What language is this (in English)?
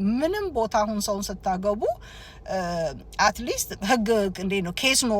Amharic